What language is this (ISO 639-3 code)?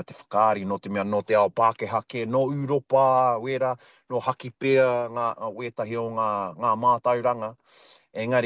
mri